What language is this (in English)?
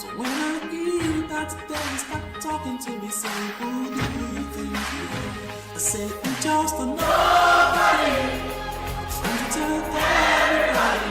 Ewe